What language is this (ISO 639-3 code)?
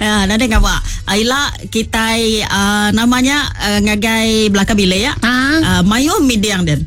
iba